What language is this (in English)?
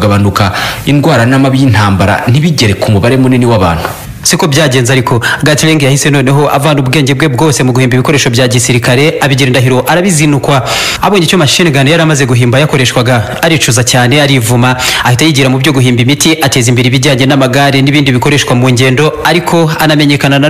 Kinyarwanda